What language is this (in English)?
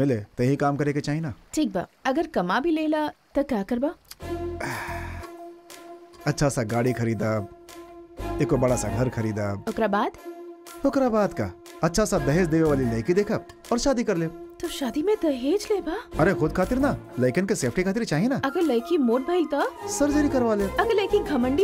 Bhojpuri